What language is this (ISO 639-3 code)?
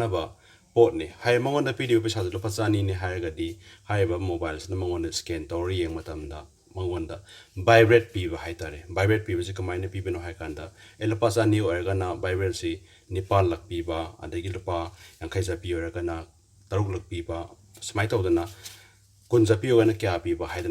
mni